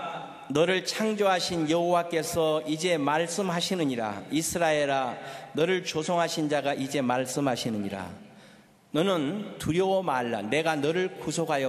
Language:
Korean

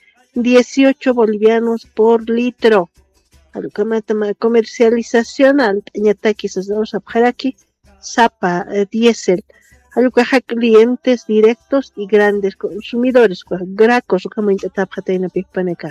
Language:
Aymara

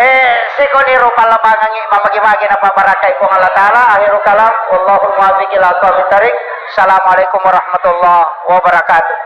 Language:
Buginese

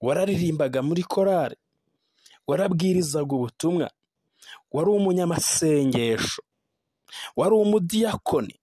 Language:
Kinyarwanda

